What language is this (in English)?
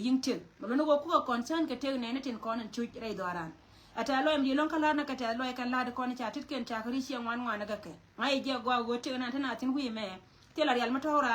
Nuer